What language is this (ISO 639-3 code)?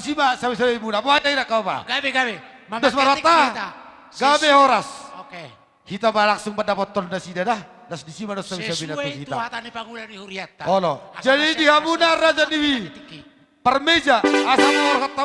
bbc